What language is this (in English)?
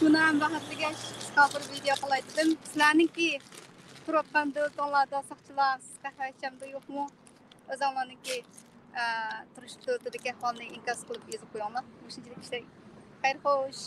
Uyghur